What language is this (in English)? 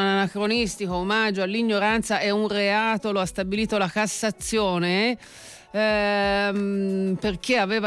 Italian